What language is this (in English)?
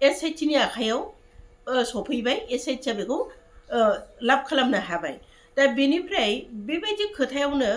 Bodo